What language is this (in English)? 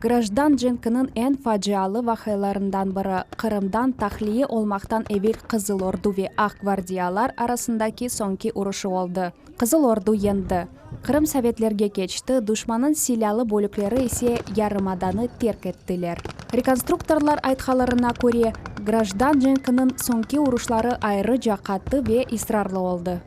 Crimean Tatar